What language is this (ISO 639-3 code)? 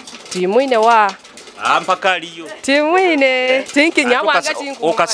nyo